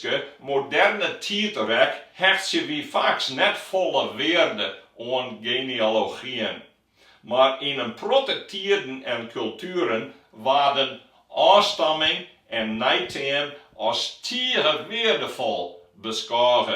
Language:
Western Frisian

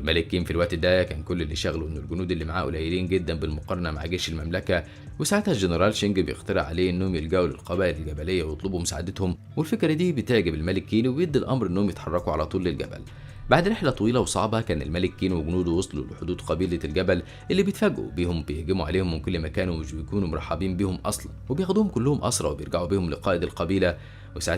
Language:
Egyptian Arabic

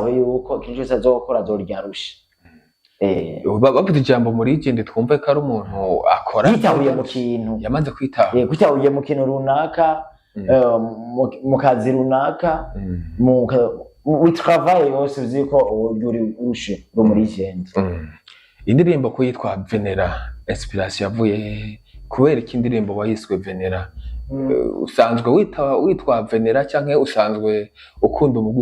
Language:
Rundi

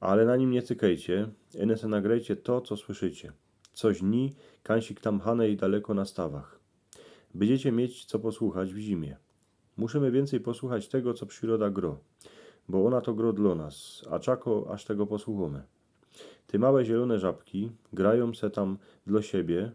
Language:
Silesian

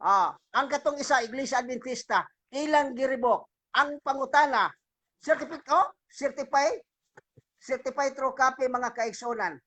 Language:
Cebuano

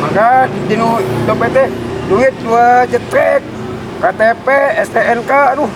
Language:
Sundanese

